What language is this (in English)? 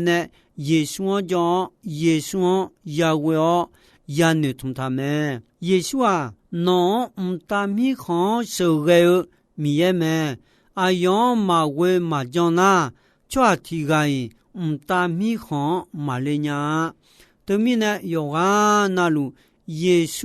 Akha